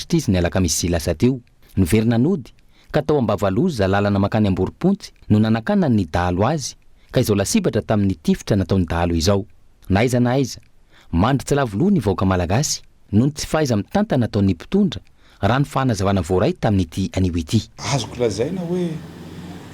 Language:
Malagasy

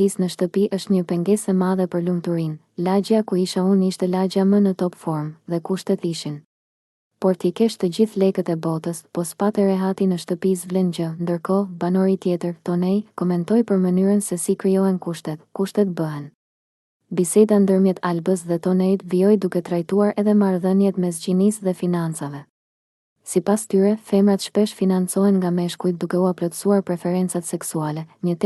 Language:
Albanian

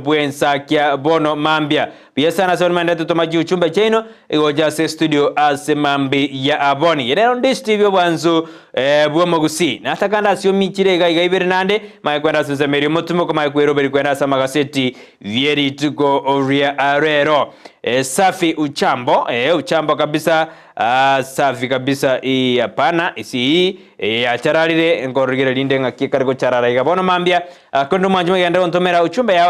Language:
Gusii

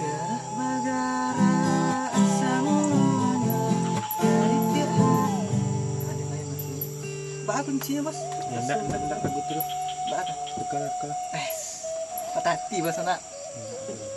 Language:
Minangkabau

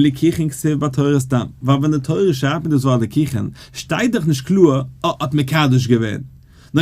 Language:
Yiddish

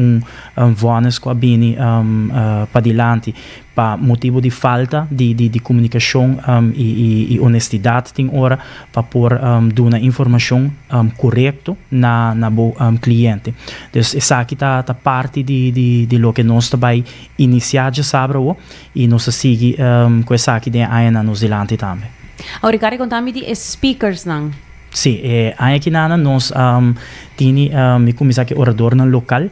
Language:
Papiamento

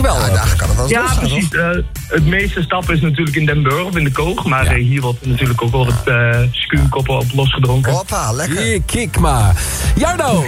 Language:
Dutch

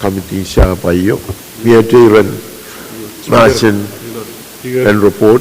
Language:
Pohnpeian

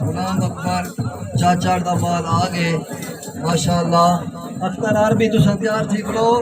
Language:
Saraiki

